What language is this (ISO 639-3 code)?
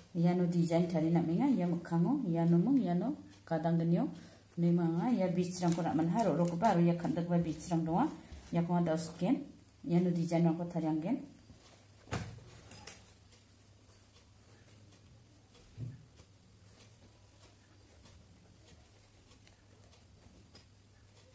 grt